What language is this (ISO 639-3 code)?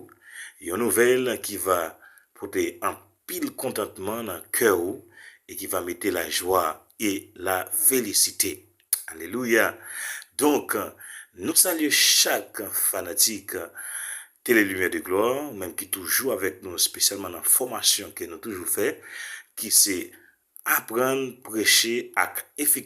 hat